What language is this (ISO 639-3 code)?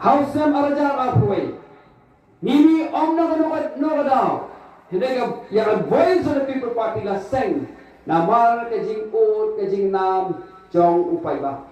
kha